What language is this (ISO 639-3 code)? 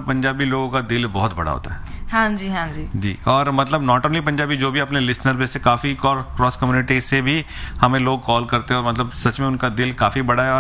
hin